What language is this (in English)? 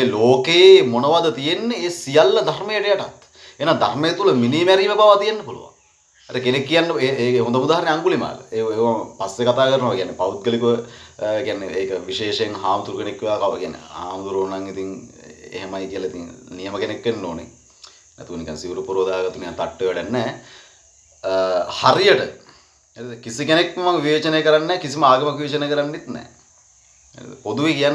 Sinhala